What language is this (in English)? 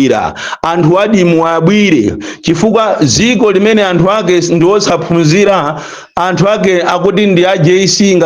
Nyanja